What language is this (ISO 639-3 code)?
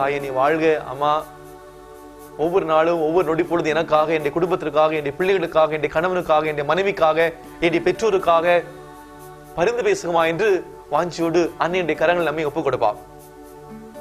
tam